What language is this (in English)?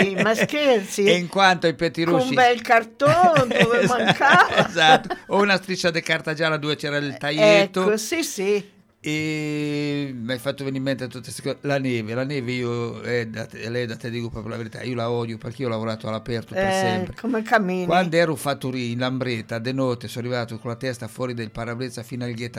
Italian